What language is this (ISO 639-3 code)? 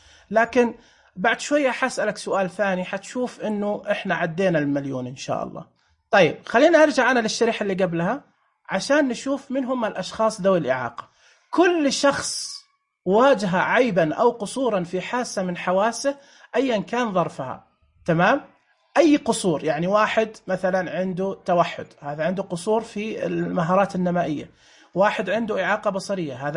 ars